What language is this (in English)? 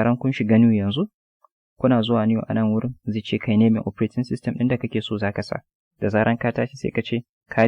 Hausa